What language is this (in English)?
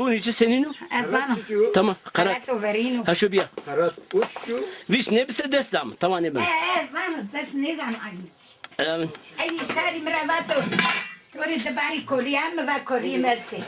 Zaza